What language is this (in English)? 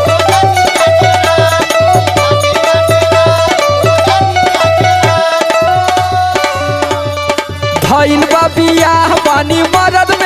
Bhojpuri